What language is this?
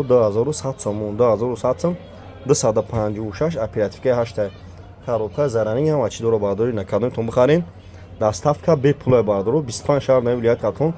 Tajik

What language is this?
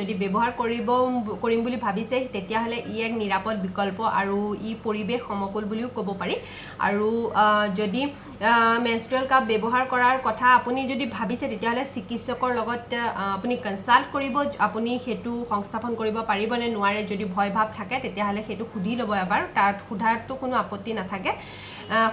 Assamese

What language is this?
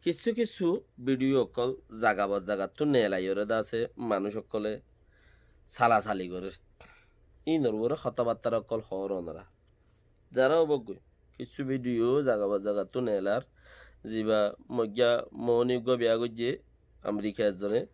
Rohingya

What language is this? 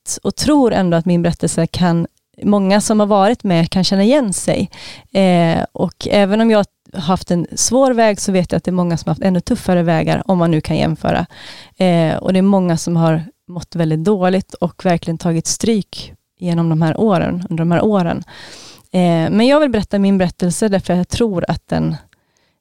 Swedish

